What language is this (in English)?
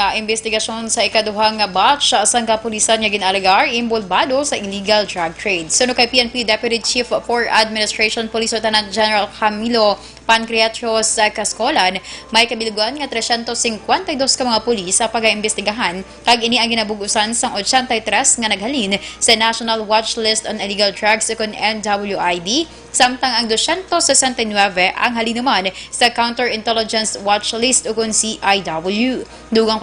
Hiligaynon